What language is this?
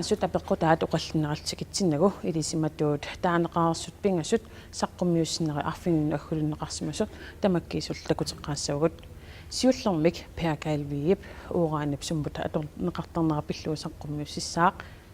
Kalaallisut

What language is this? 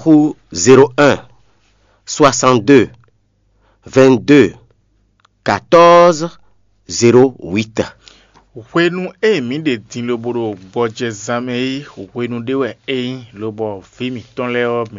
Fon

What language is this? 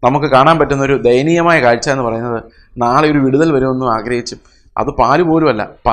Malayalam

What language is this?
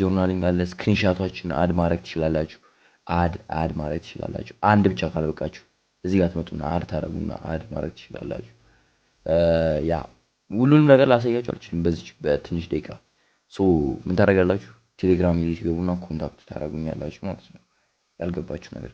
Amharic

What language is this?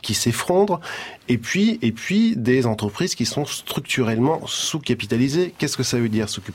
French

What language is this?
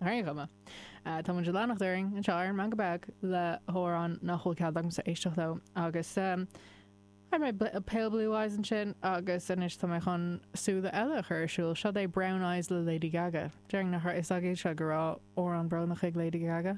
Irish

